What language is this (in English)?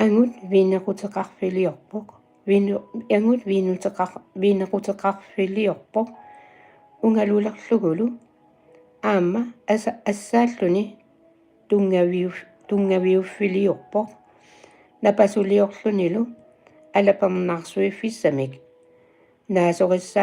Kalaallisut